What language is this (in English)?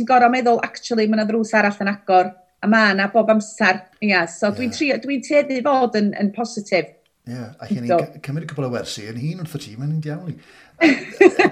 Welsh